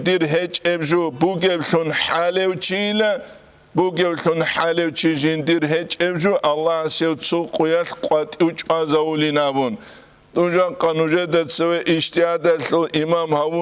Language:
Avaric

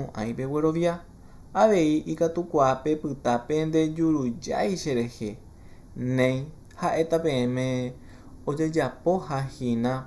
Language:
Guarani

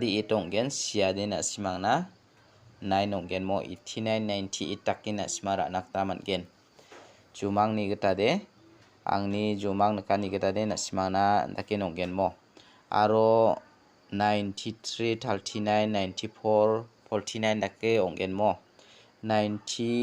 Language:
Garo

